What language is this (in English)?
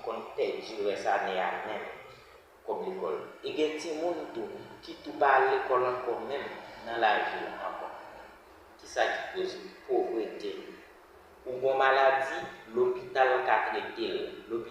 Haitian Creole